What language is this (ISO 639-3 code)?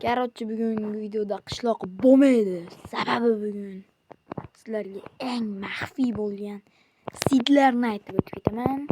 uzb